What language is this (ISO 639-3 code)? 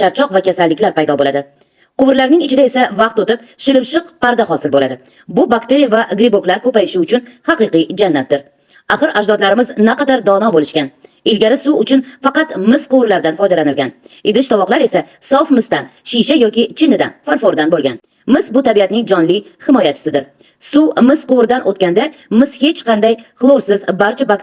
uzb